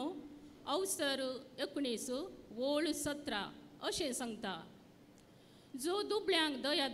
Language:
Konkani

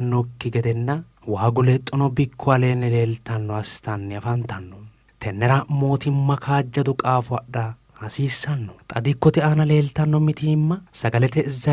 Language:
Sidamo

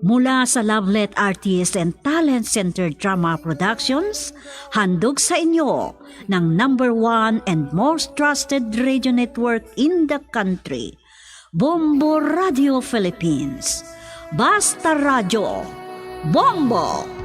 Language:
Hiligaynon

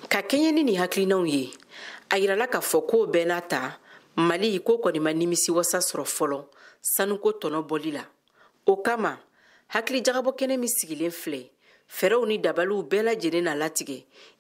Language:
Bambara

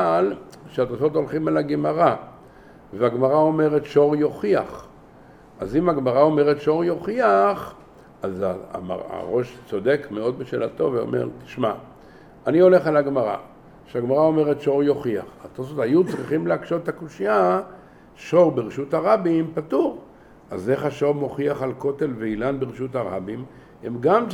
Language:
Hebrew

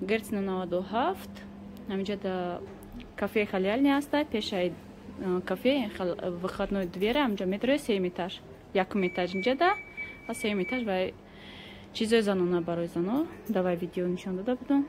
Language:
Tajik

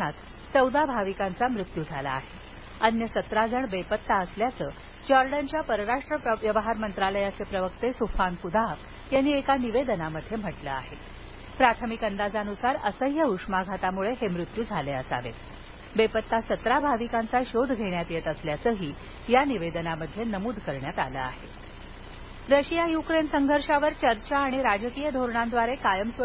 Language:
Marathi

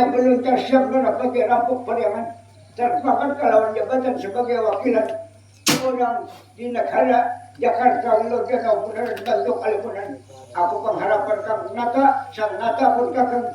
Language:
Banjar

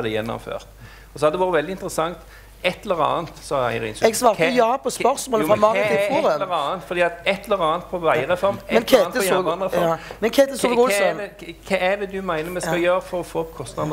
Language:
Norwegian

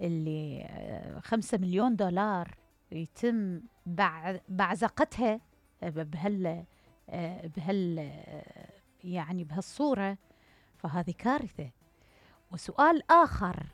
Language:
Mesopotamian Arabic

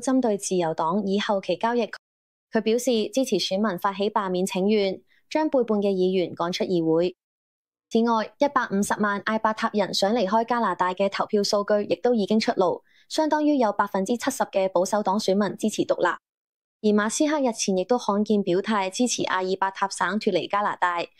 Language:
Cantonese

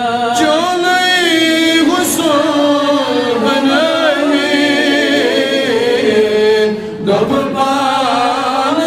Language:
Kashmiri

